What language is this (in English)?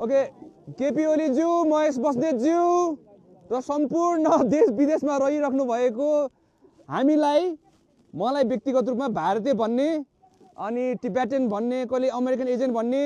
Nepali